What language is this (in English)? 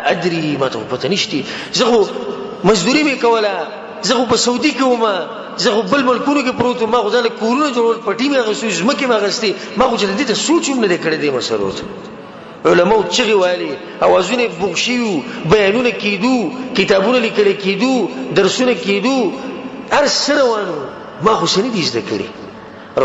Pashto